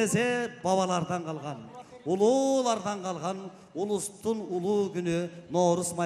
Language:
Kyrgyz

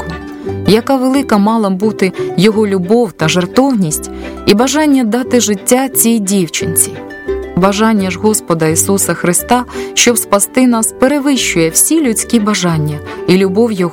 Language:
Ukrainian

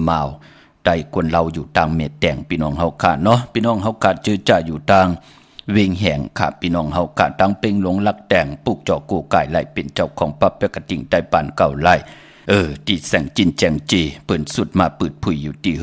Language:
Shan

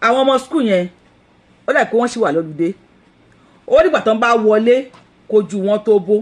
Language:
Yoruba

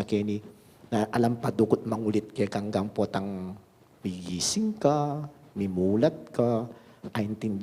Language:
Pampanga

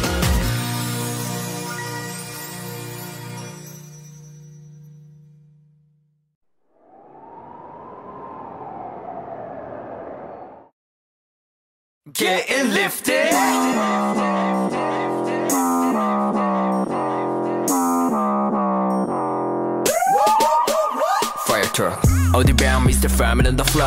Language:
Korean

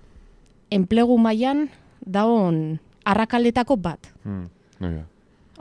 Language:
Basque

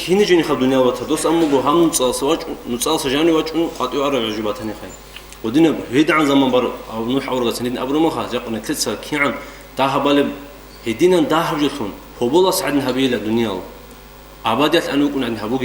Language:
Avaric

